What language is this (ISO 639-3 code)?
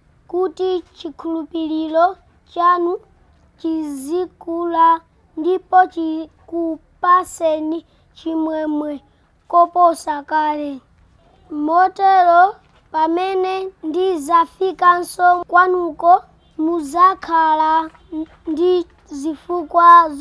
nya